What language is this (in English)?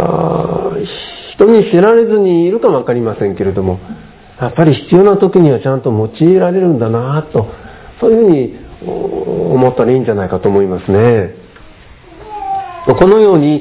Japanese